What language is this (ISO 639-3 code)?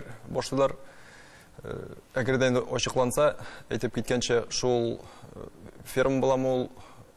tat